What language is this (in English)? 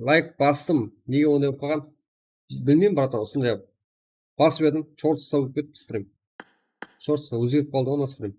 Kara-Kalpak